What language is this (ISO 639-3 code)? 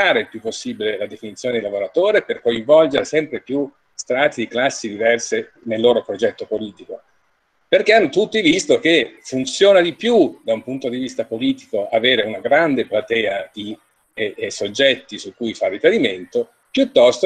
ita